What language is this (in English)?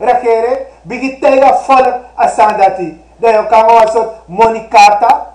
Sranan Tongo